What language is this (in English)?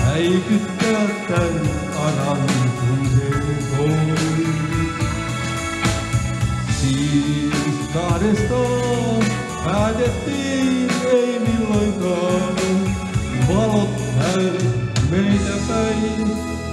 Finnish